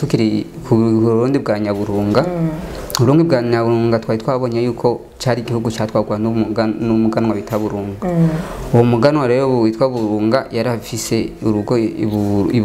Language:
Rundi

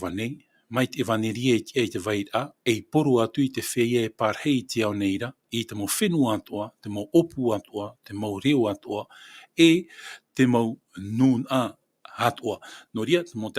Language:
Tahitian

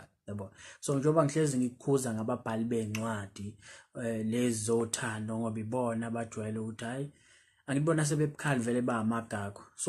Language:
Zulu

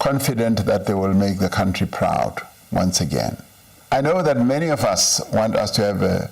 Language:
Venda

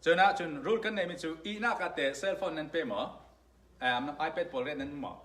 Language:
Falam Chin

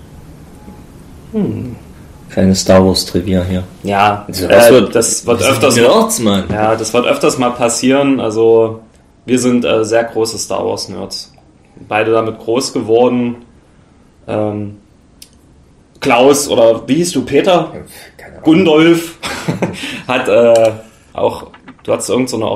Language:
German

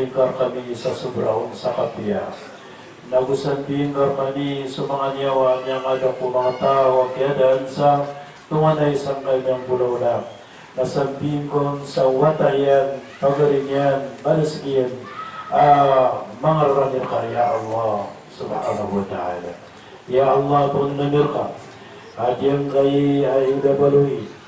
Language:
Maranao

